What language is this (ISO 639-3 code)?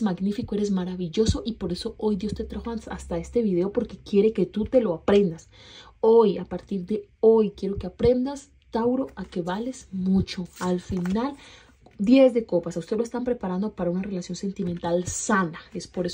spa